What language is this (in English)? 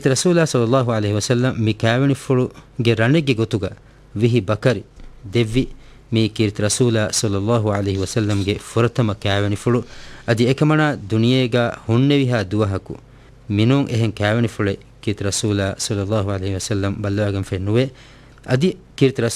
Divehi